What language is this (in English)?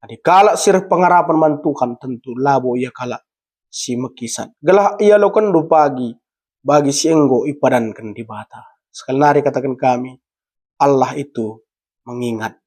Batak Karo